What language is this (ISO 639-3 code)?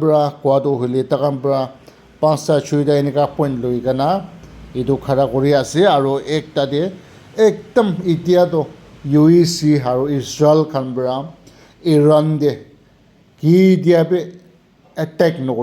nag